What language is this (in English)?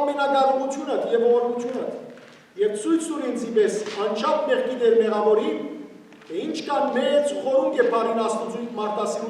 Western Armenian